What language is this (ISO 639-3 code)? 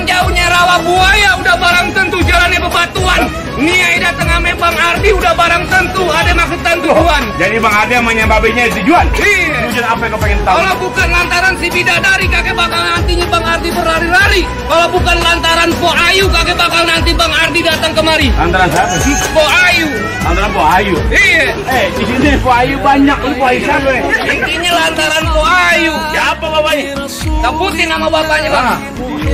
bew